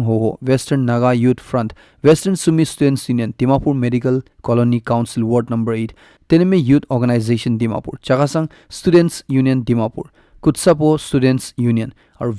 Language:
Naga Pidgin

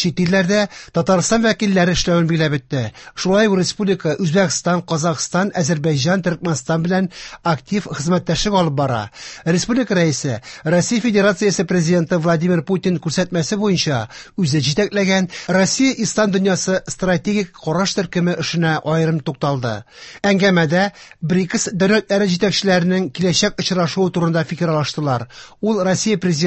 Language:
Tatar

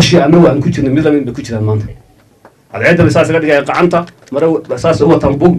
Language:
Somali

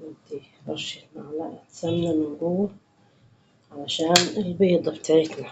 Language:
Egyptian Arabic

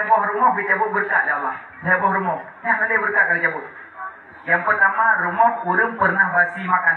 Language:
Achinese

